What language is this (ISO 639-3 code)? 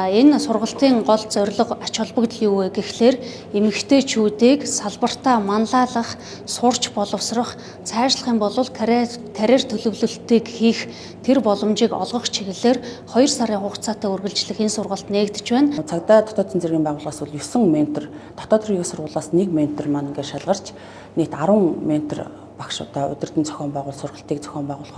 mon